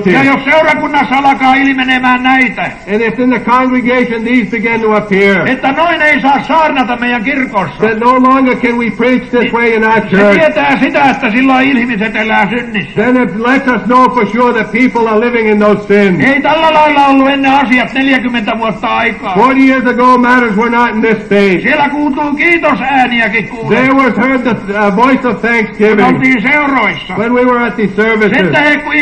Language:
Finnish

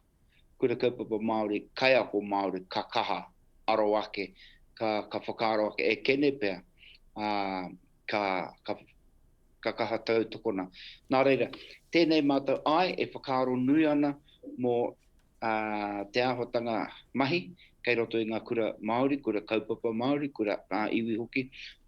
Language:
Māori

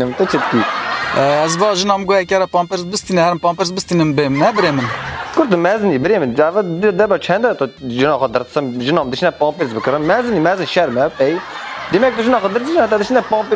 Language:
Kurdish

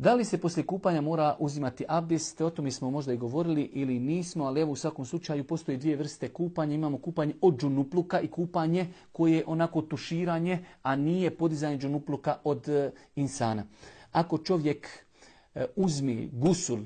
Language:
Bosnian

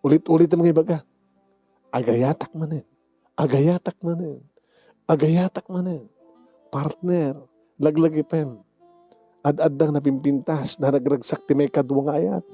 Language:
Iloko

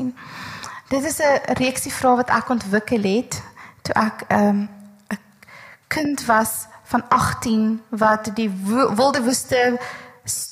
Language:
Afrikaans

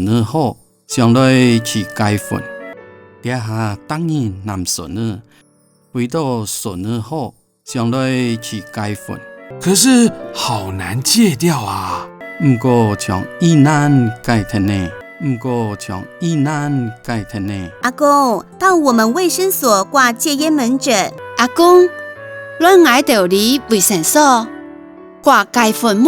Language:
Hakka Chinese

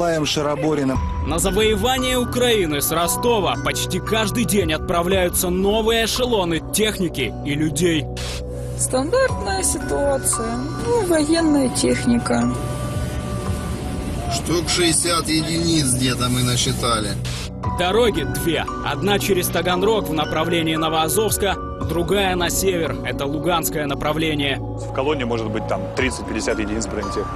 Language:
Russian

